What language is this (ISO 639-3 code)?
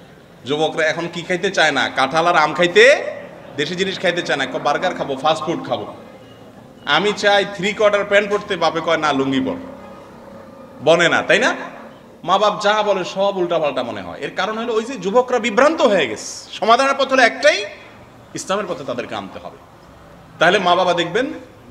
ben